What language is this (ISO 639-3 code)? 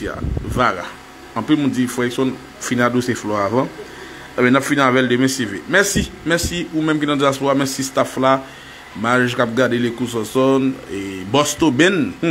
hat